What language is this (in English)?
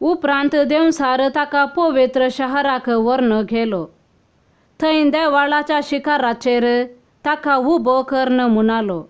Konkani